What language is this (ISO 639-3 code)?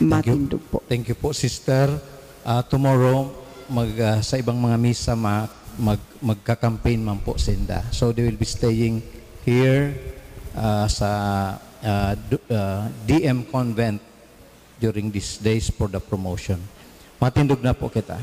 bik